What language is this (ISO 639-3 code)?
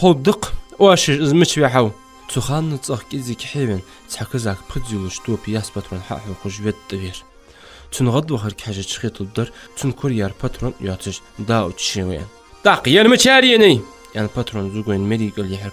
inh